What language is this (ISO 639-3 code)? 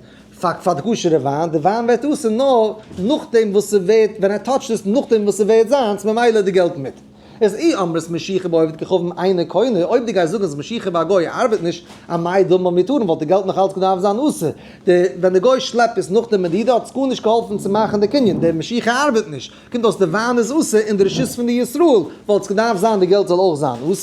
yid